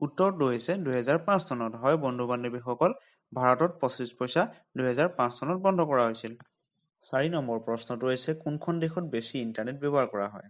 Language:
Assamese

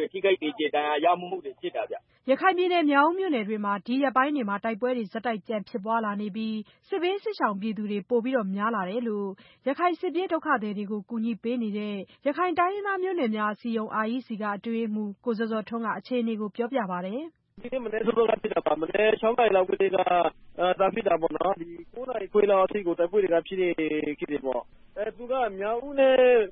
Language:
Burmese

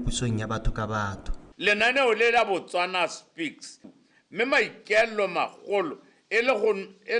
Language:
Tswana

